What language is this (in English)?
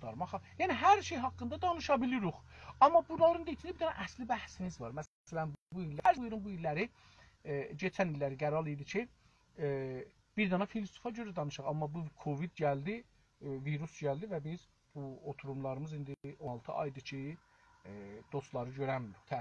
South Azerbaijani